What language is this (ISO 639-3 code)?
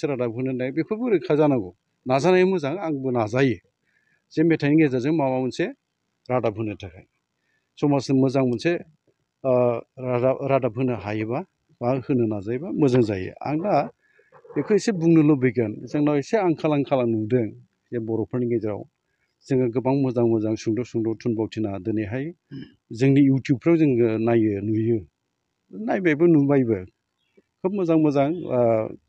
brx